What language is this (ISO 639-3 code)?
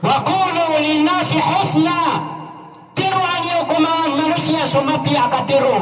mrw